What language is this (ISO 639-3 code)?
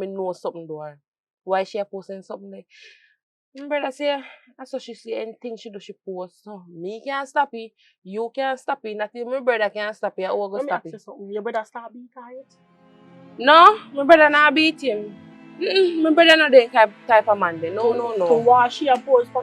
jam